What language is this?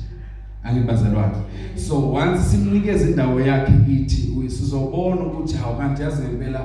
Zulu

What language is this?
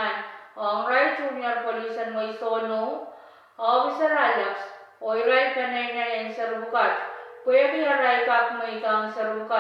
Pohnpeian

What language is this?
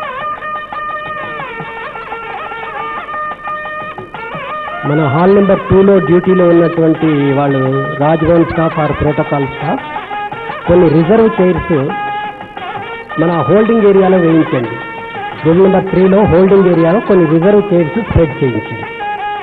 Telugu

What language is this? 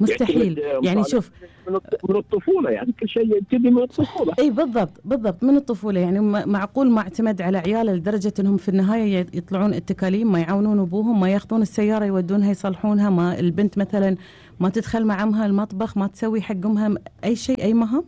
Gulf Arabic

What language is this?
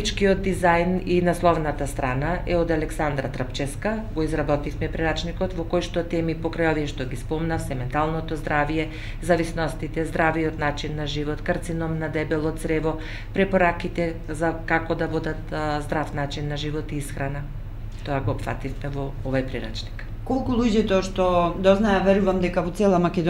Macedonian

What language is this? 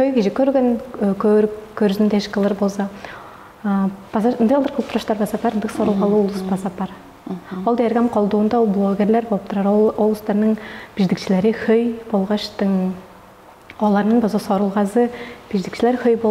Tuvinian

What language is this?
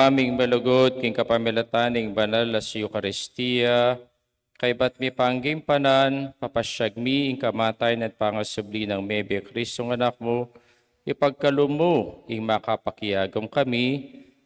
Pampanga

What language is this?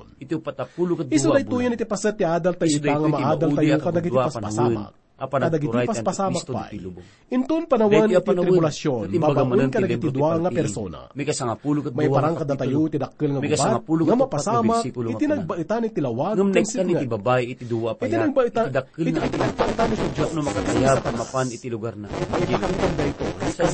Iloko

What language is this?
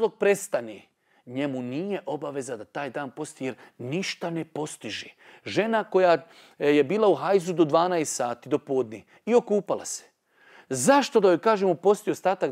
Bosnian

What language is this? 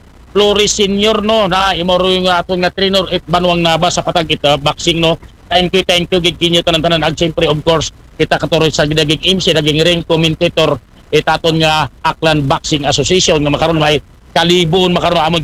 Aklanon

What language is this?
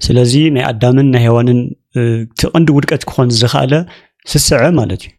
Tigrinya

